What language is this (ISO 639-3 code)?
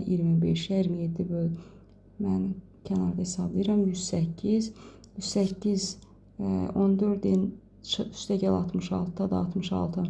aze